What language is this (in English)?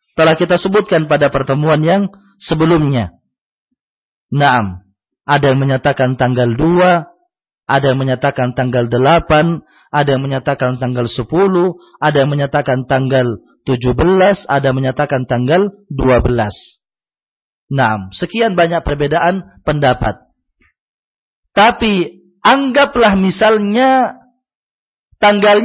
Indonesian